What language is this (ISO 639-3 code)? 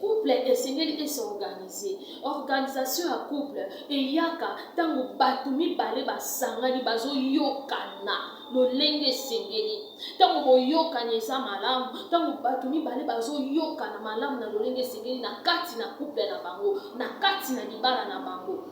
lin